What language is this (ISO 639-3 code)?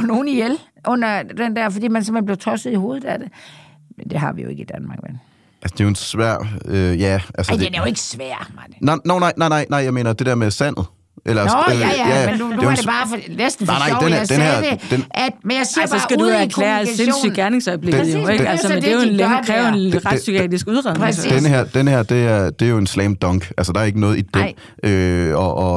dan